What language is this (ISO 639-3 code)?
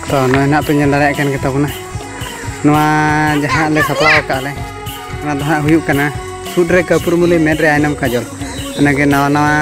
sat